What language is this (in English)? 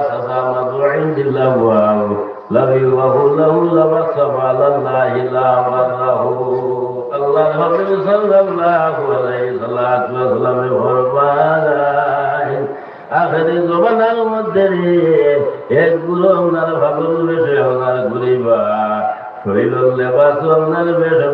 Sylheti